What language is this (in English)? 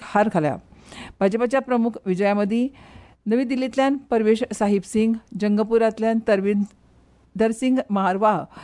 Konkani